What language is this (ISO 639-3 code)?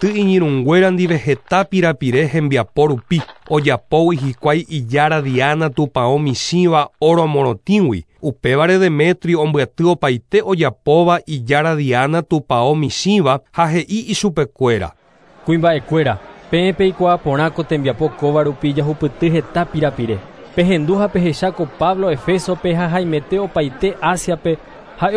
grn